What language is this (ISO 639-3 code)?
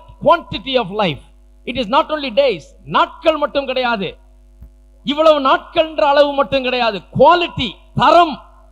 tam